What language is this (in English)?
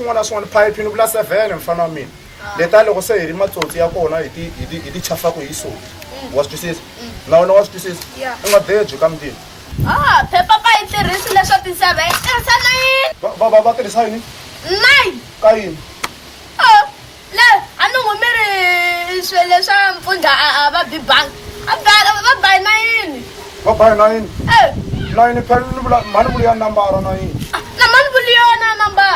Tsonga